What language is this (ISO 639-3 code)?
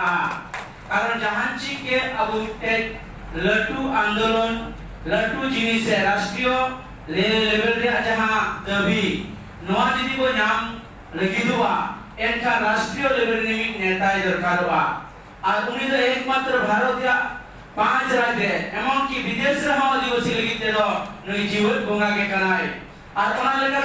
sat